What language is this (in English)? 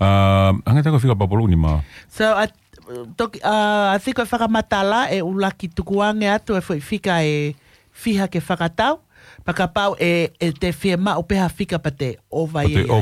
Tongan